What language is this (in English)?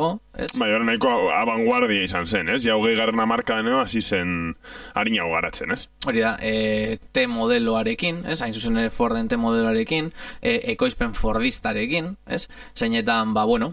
Basque